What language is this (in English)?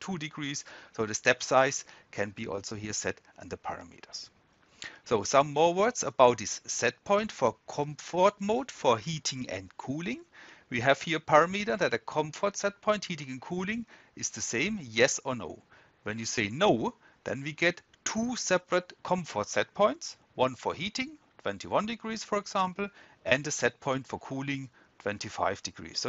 English